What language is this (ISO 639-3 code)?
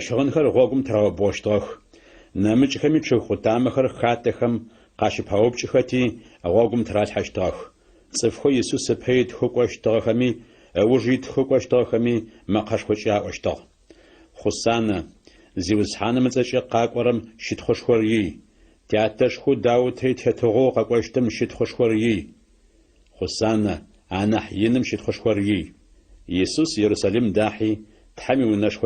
ady